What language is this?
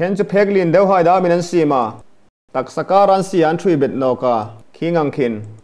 Hmar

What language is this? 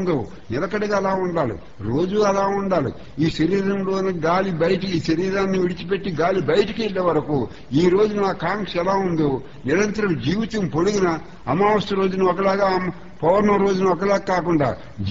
Telugu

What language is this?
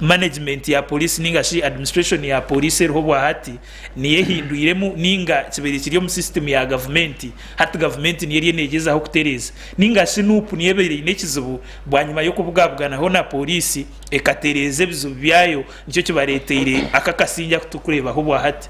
Nyankole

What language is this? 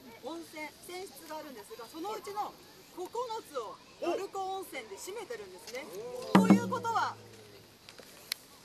Japanese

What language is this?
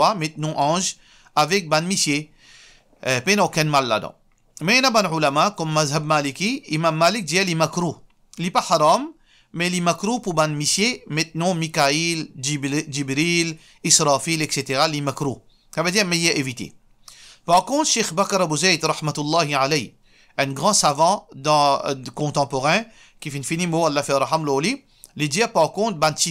Morisyen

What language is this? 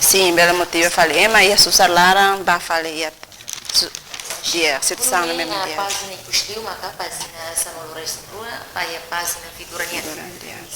Tetum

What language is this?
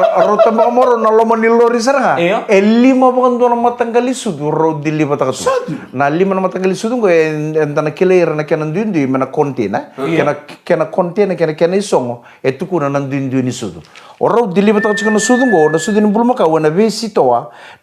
Fijian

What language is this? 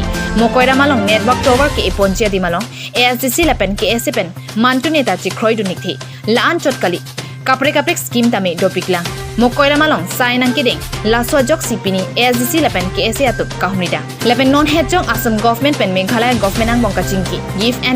Karbi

